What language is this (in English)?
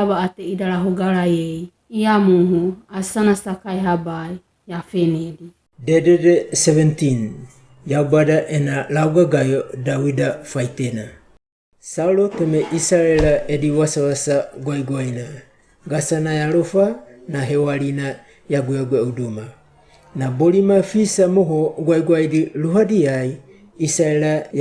Wagawaga